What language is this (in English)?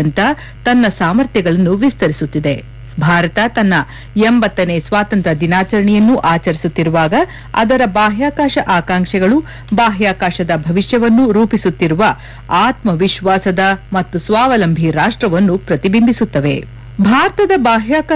Kannada